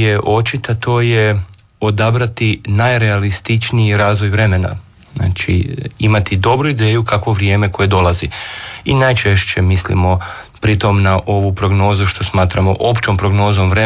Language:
Croatian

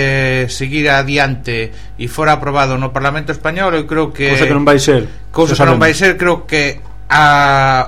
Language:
Galician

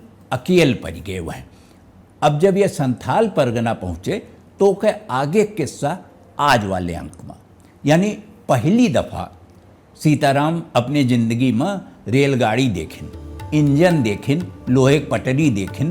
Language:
Awadhi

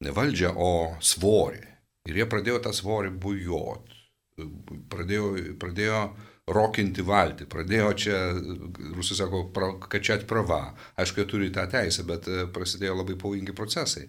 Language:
Lithuanian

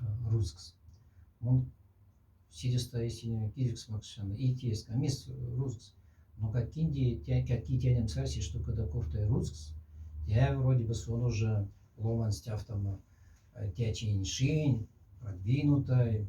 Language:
Moksha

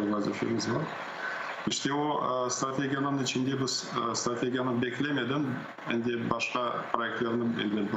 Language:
Crimean Tatar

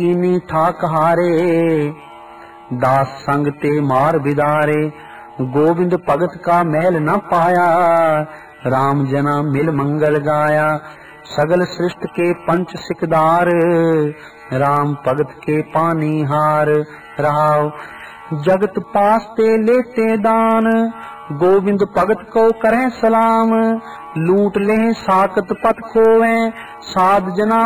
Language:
Punjabi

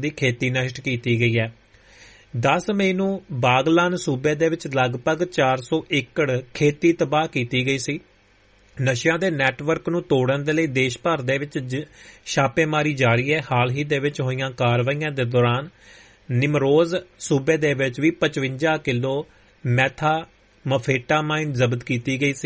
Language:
Punjabi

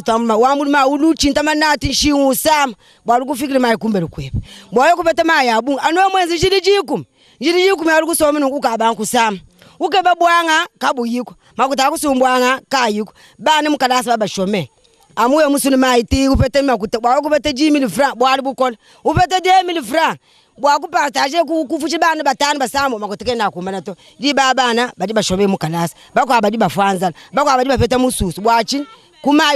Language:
Luba-Lulua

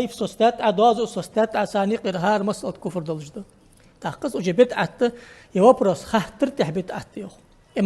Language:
Ingush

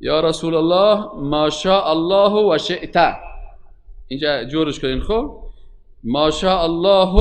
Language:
Persian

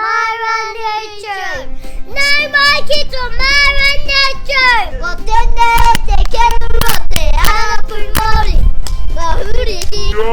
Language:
Māori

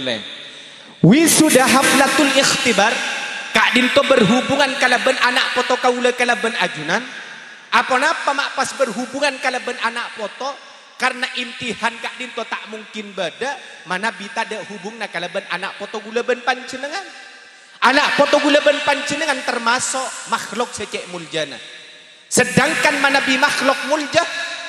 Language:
Madurese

